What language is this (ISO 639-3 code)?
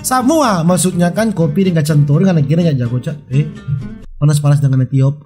xmm